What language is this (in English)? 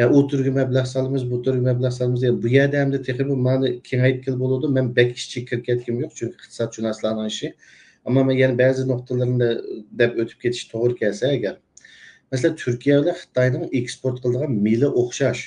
Uyghur